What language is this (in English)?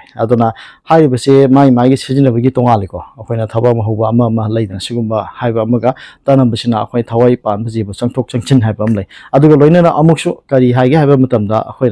Manipuri